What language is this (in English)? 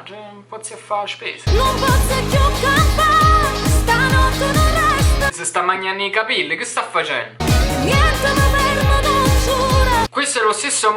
Neapolitan